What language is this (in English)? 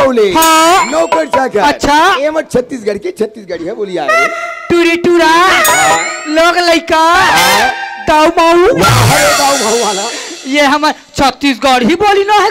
Chhattisgarhi